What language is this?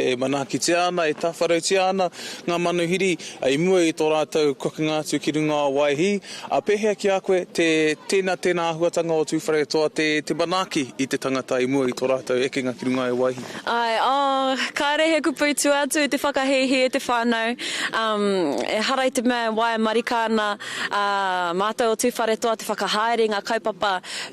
Māori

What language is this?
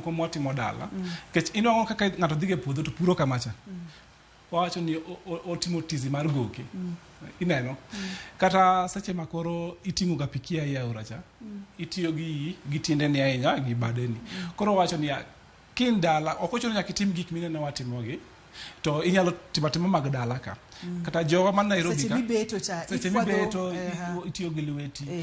Luo (Kenya and Tanzania)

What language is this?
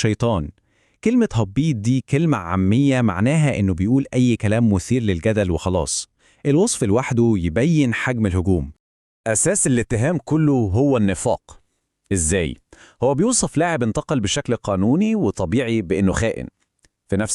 Egyptian Arabic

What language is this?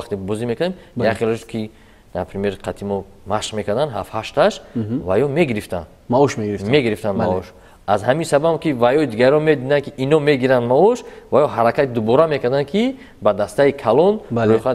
Tajik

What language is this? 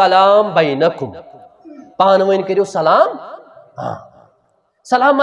Kashmiri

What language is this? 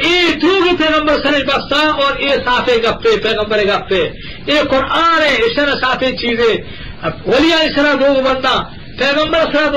Eastern Balochi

